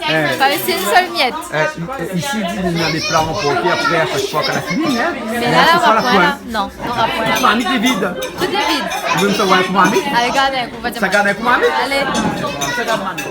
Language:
Réunion Creole French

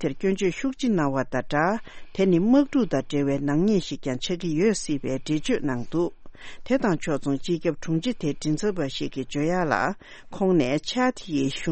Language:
Tibetan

